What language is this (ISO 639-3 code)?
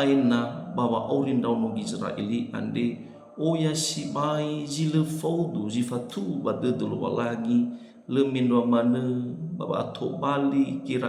nia